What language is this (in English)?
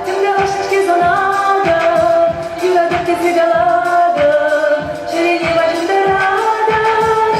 Chuvash